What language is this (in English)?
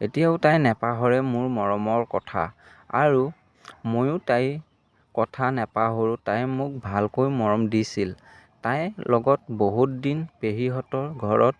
Assamese